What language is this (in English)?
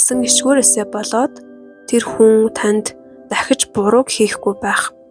Mongolian